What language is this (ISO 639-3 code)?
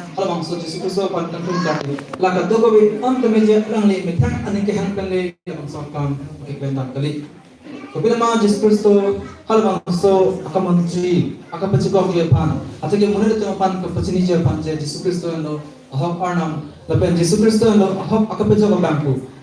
mjw